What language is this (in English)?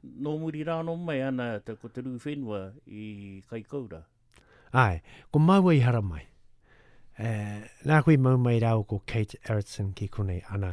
Māori